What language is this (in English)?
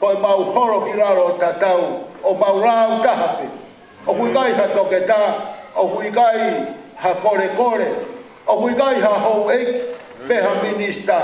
Tongan